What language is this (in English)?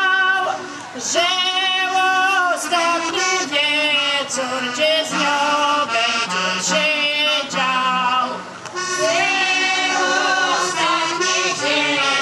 Polish